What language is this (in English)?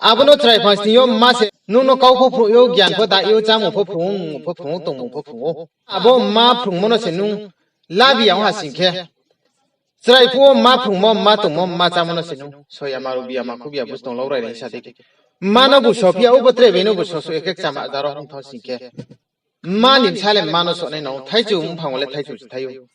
Riang (India)